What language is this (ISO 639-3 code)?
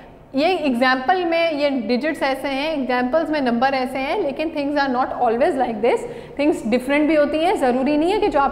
hin